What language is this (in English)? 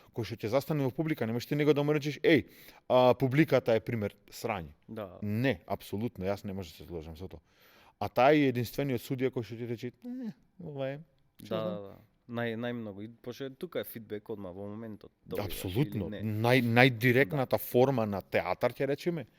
Macedonian